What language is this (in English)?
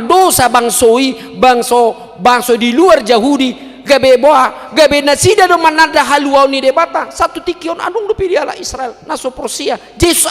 Batak Toba